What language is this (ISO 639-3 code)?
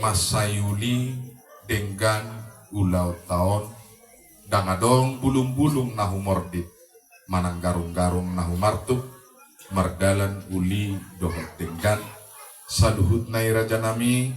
bbc